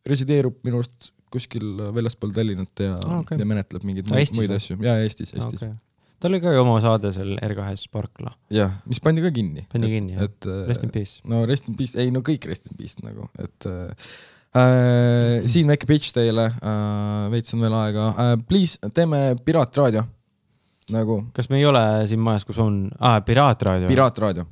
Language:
Estonian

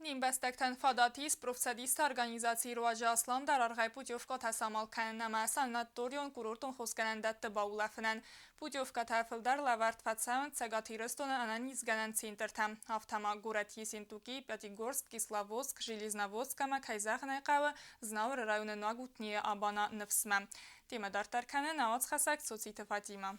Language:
Ossetic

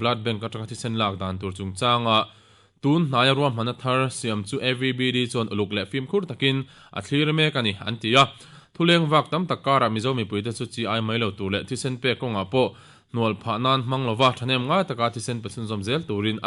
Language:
Mizo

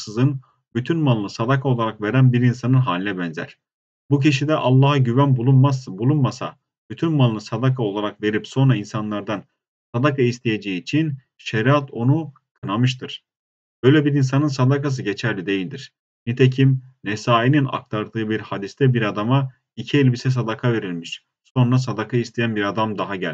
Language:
Turkish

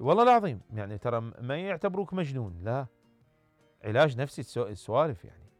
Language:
Mesopotamian Arabic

